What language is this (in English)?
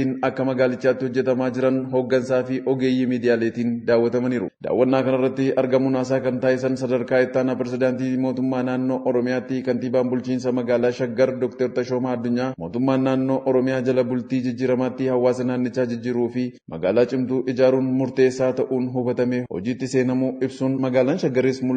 Oromo